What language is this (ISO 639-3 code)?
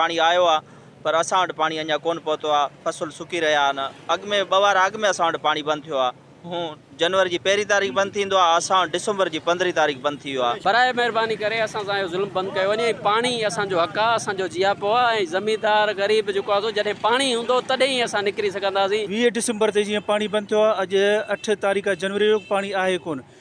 snd